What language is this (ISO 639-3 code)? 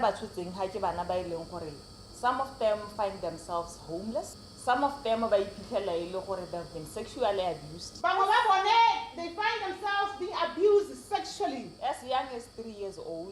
tsn